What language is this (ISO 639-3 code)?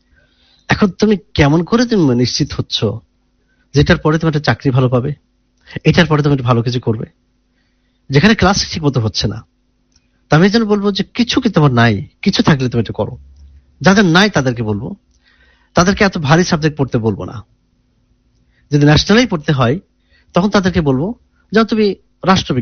ben